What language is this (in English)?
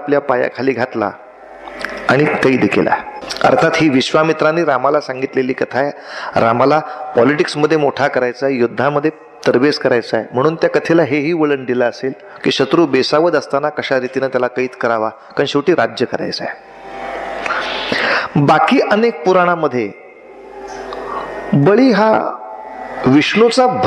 Marathi